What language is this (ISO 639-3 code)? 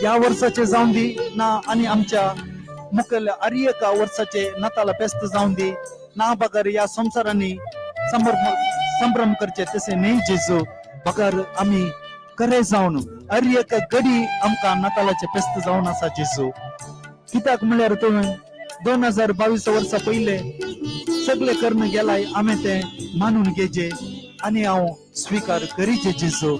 kok